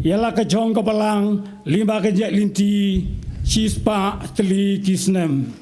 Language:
Khasi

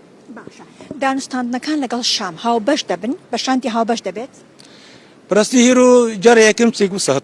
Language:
Kurdish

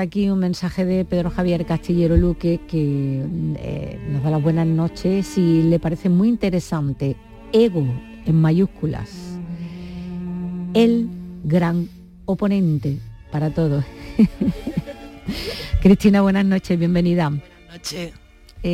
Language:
Spanish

